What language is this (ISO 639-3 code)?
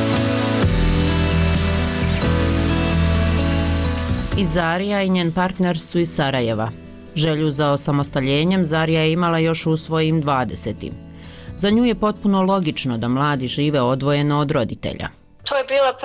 bos